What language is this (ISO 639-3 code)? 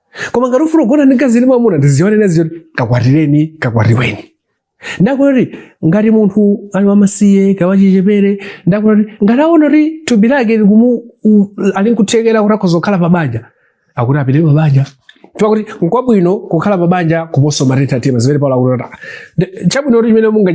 nya